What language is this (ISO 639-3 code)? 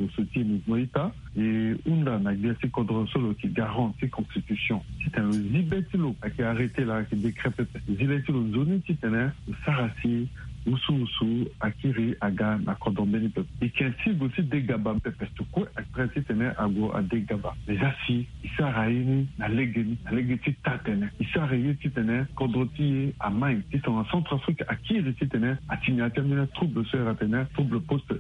sag